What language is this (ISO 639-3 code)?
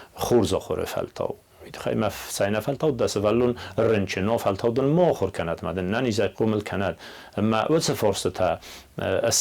oss